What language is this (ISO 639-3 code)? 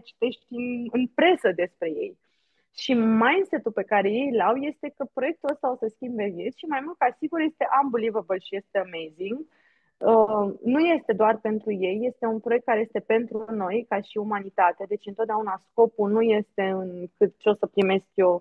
ron